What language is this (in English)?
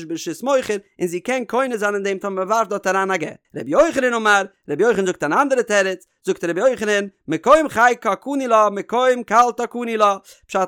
Yiddish